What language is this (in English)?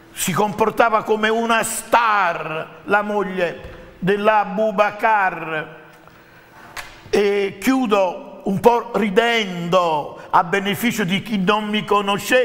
Italian